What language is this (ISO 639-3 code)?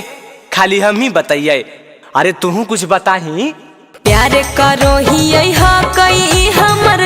mag